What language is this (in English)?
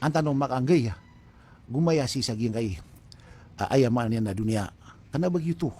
Maranao